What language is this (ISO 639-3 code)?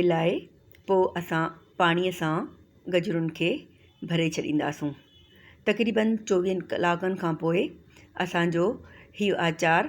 snd